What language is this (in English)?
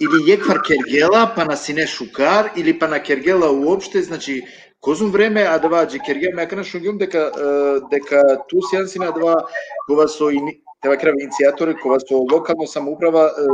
Balkan Romani